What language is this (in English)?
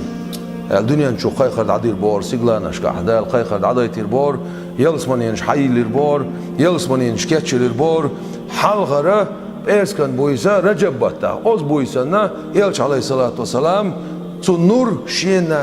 Chechen